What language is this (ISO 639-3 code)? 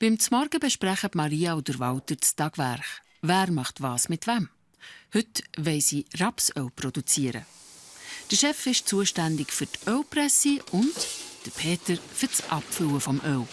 gsw